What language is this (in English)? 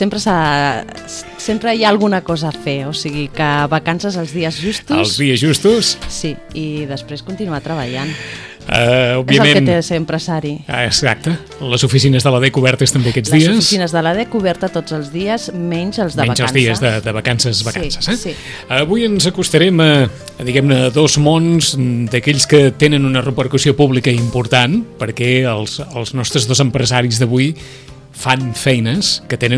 Catalan